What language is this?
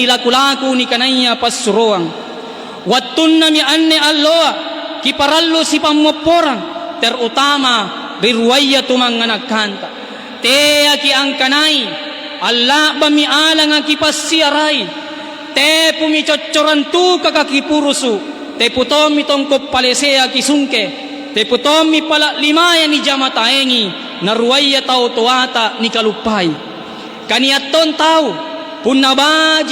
Makasar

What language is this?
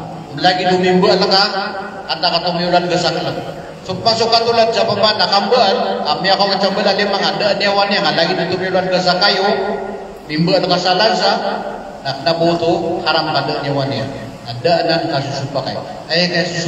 Maranao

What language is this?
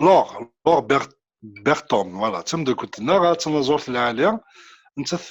Kabyle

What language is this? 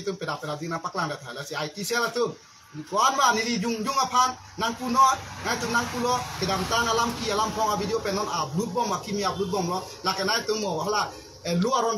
Karbi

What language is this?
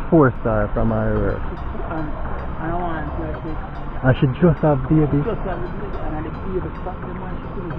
Jamaican Creole English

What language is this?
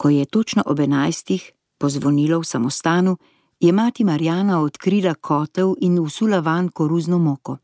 Slovenian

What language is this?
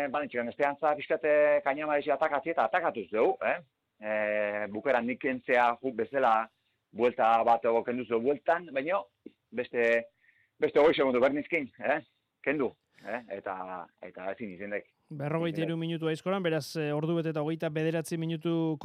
Basque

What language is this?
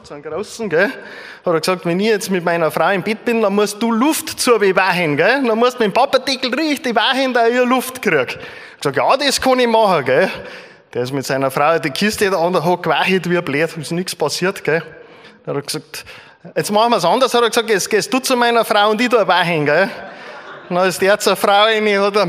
Bavarian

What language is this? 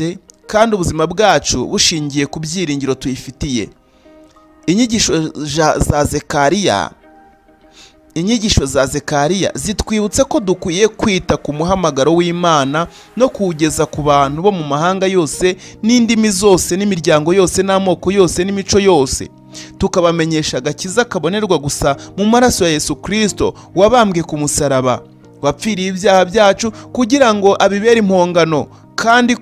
Kinyarwanda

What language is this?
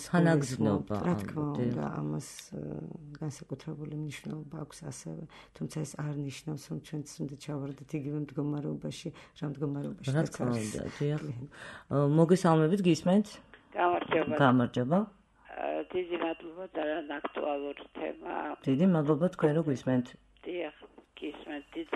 Georgian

